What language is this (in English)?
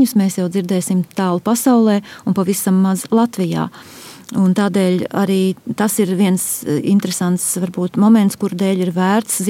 Latvian